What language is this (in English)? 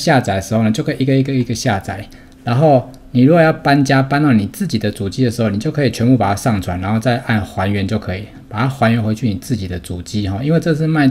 Chinese